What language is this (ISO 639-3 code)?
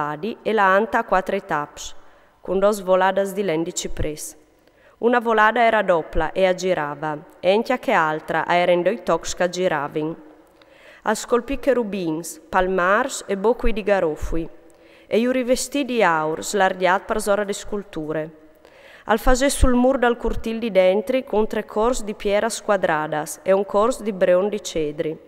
fur